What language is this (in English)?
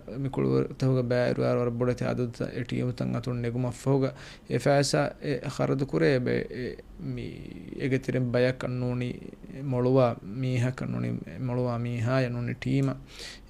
Divehi